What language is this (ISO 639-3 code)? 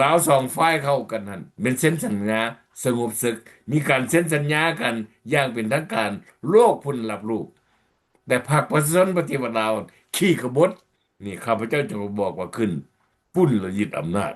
lao